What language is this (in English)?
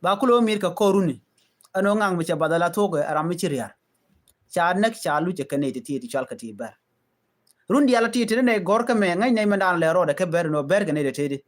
Nuer